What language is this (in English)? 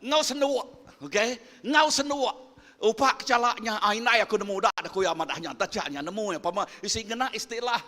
Iban